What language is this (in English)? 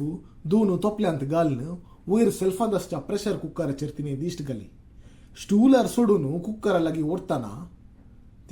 Konkani